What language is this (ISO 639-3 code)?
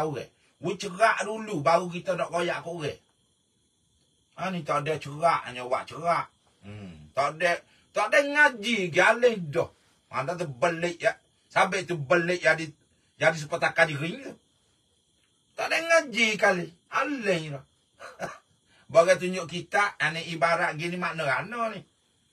msa